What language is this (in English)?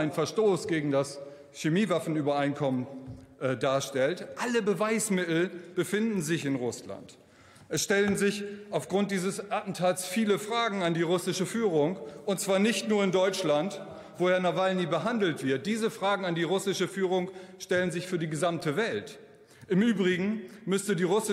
German